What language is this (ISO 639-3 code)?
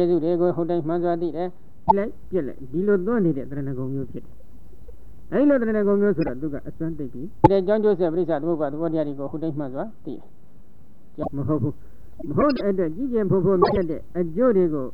mya